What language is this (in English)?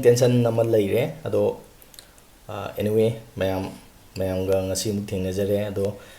Manipuri